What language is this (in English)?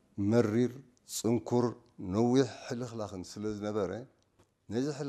Tigrinya